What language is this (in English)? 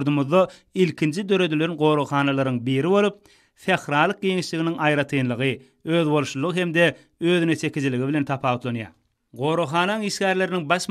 Turkmen